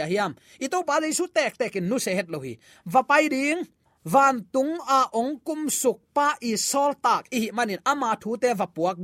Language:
Tedim Chin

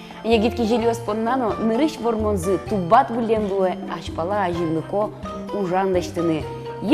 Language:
Udmurt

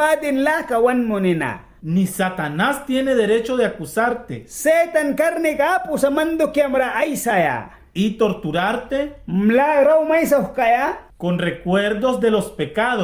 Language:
Mískito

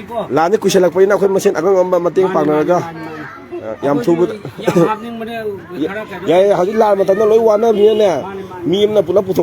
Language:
Manipuri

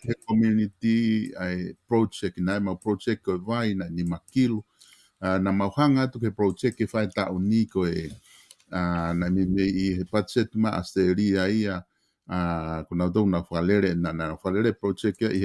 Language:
Tongan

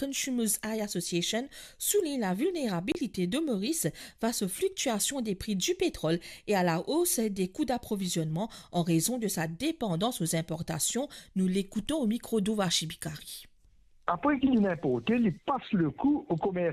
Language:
Morisyen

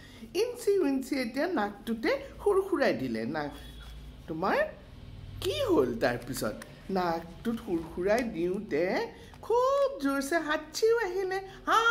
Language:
Assamese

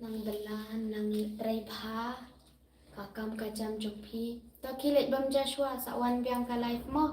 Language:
Khasi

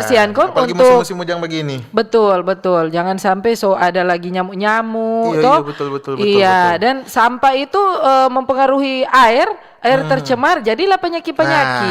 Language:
Manado Malay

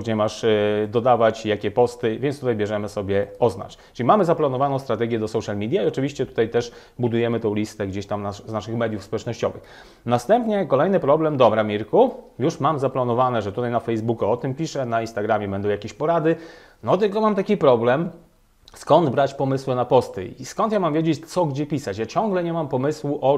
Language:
Polish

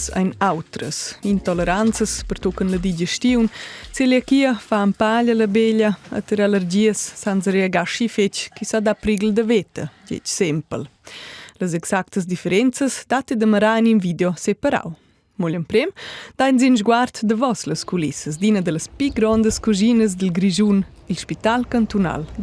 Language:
Romansh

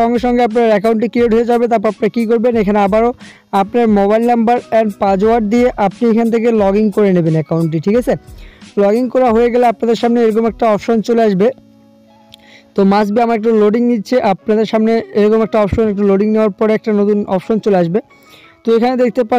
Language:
Bangla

